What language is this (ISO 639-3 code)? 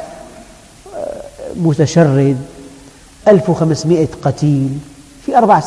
ara